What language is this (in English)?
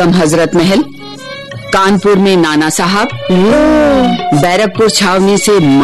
Hindi